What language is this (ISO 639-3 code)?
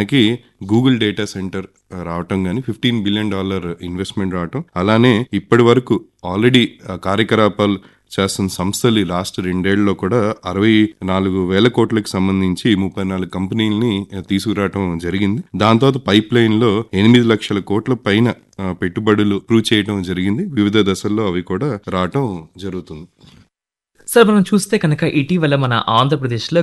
tel